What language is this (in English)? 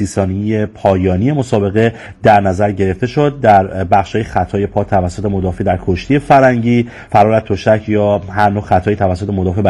Persian